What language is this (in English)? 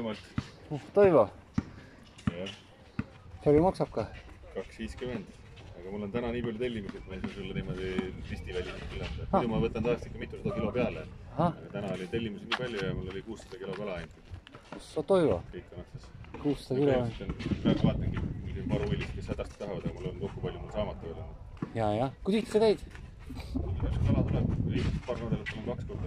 Estonian